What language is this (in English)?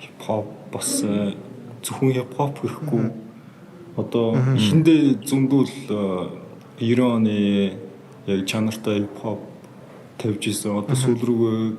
Mongolian